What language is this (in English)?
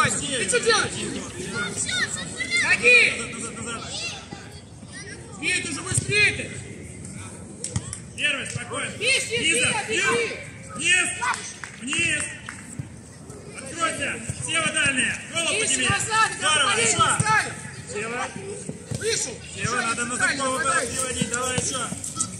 Russian